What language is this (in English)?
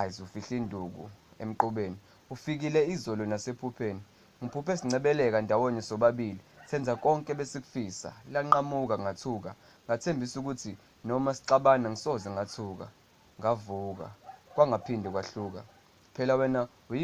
Zulu